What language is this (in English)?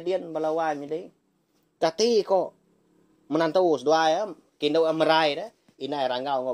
Iban